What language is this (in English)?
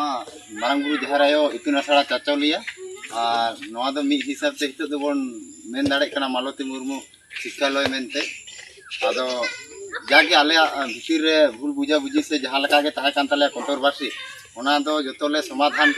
Santali